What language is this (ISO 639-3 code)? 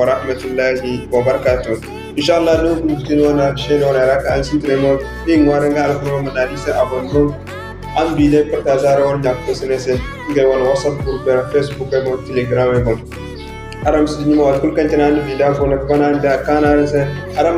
dje